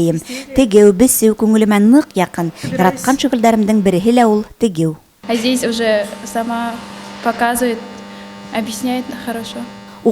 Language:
Bashkir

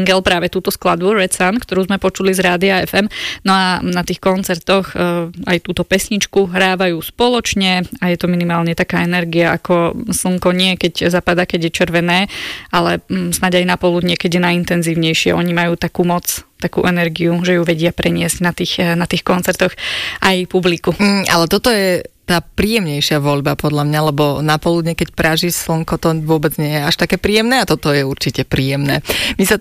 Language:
Slovak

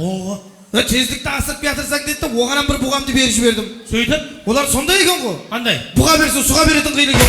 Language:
Kara-Kalpak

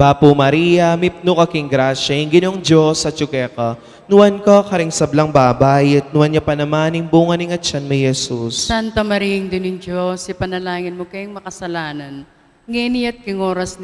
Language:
Pampanga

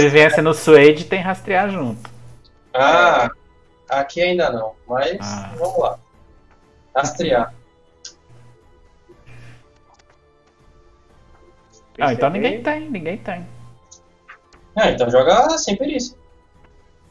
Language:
Portuguese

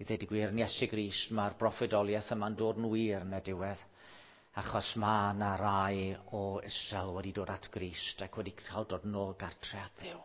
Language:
Welsh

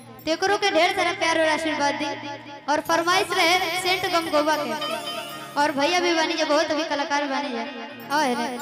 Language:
Magahi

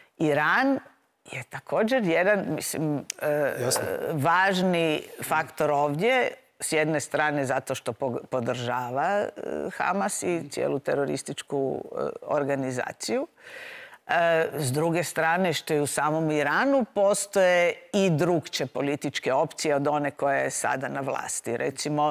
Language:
Croatian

